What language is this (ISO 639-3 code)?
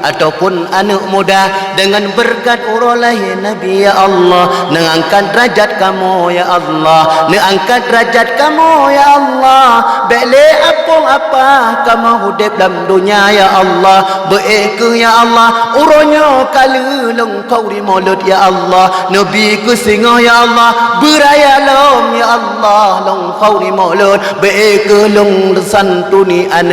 ace